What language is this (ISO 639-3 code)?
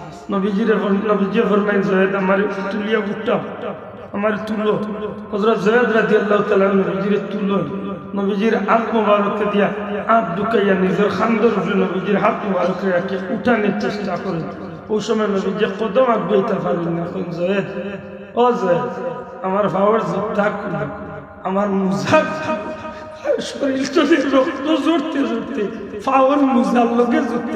syl